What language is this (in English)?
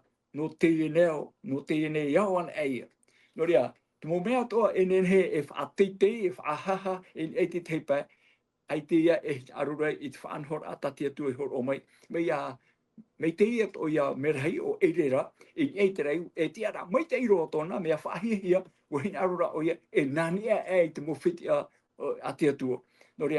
Tahitian